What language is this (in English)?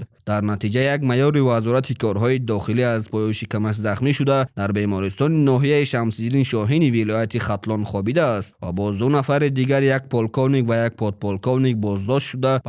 Tajik